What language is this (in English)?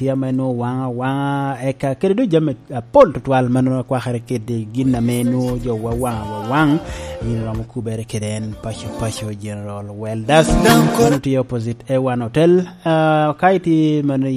Lango (Uganda)